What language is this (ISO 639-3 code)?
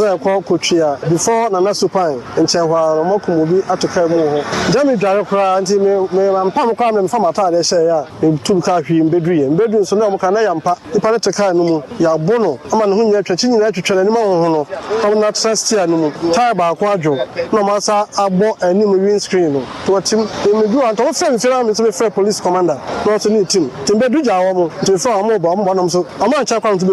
aka